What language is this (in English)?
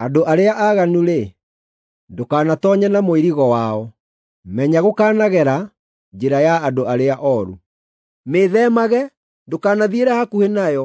Kikuyu